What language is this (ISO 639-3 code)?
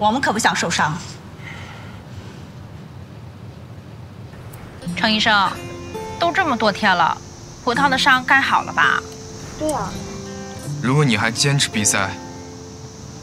zho